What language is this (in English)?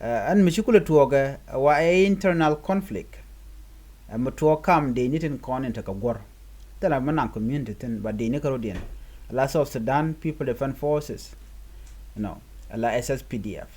Nuer